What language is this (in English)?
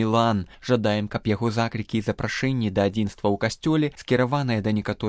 Belarusian